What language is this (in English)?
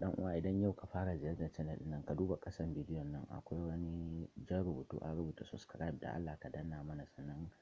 Hausa